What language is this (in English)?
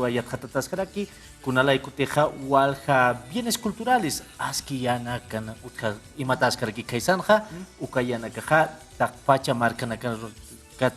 Aymara